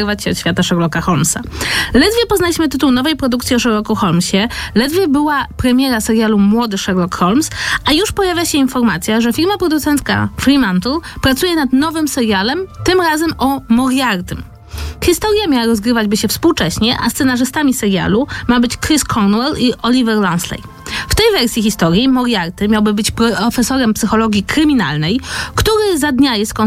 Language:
Polish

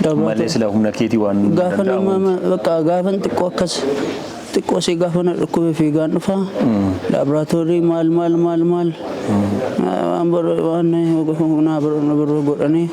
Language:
Oromo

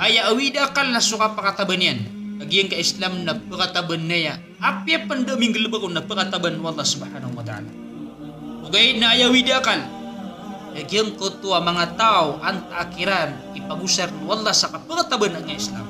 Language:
Maranao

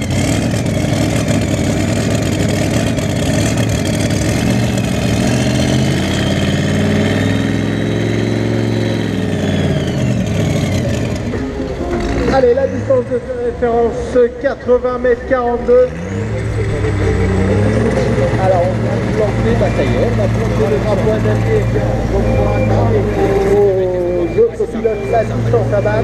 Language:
French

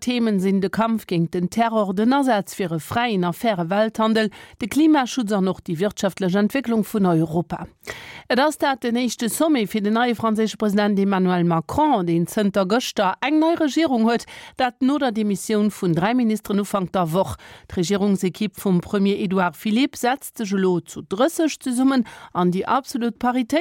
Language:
Luxembourgish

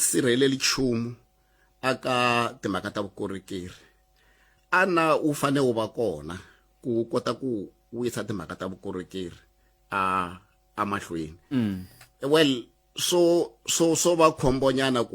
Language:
Tsonga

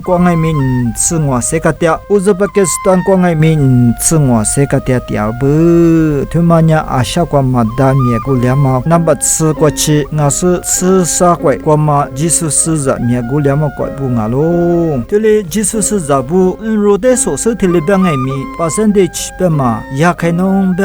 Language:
Lisu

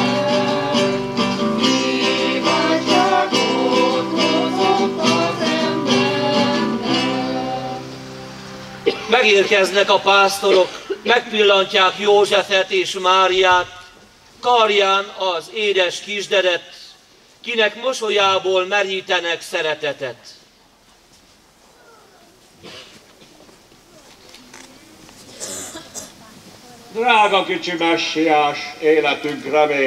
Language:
Hungarian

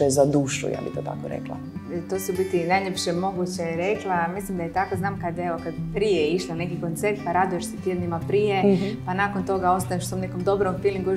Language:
Croatian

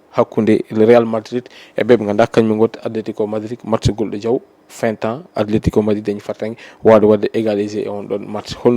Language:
Fula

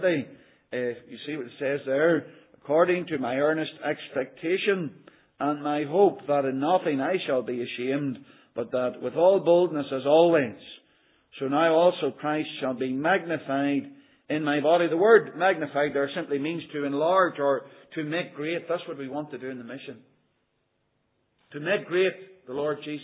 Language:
English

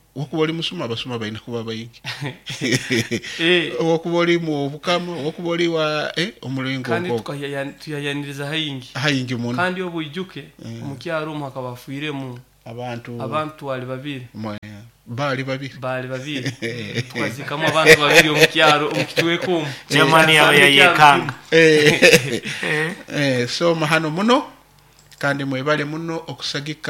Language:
Nyoro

